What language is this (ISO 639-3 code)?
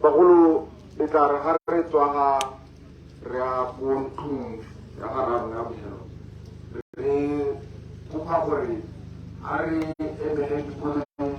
tsn